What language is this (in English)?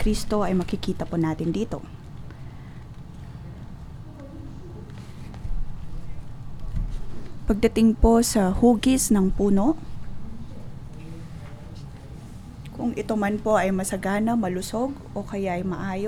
Filipino